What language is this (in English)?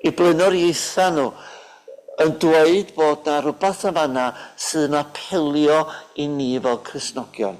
Welsh